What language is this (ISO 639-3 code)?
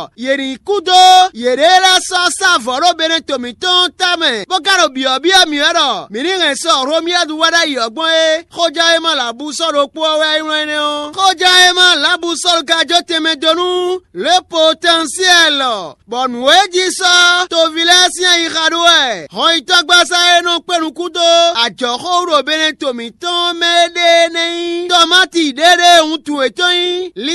fon